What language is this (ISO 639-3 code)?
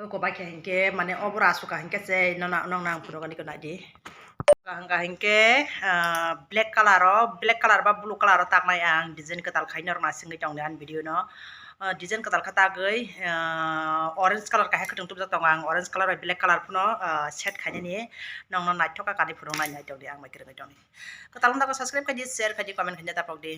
trp